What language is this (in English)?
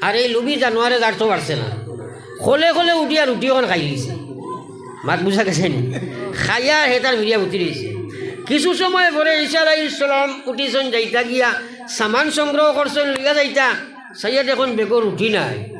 Sylheti